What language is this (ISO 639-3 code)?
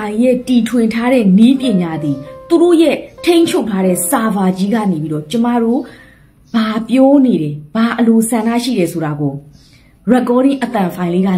mya